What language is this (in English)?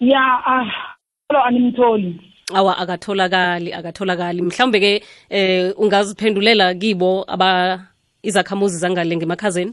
South Ndebele